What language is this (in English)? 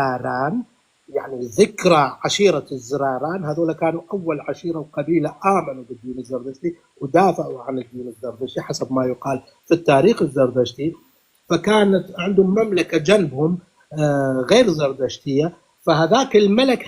North Levantine Arabic